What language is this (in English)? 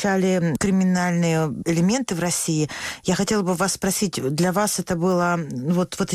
Russian